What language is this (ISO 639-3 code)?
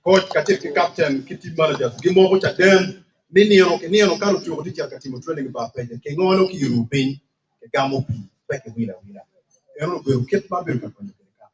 ach